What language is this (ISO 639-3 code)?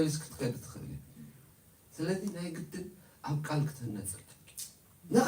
tir